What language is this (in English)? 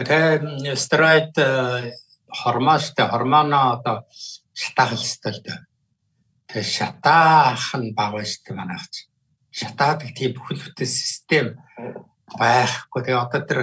Mongolian